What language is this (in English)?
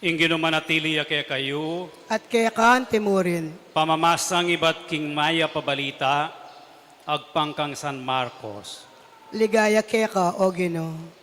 Pampanga